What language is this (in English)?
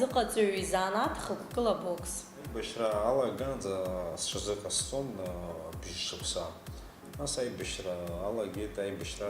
Abkhazian